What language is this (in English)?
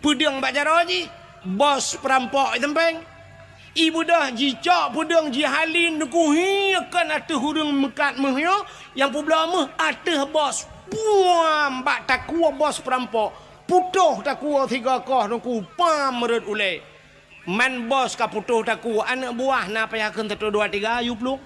Achinese